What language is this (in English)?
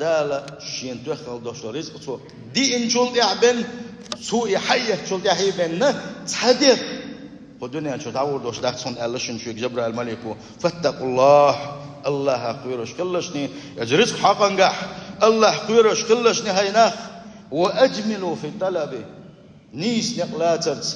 Chechen